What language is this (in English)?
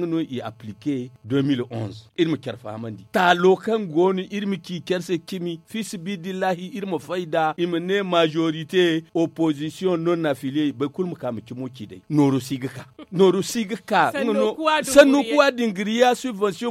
Zarma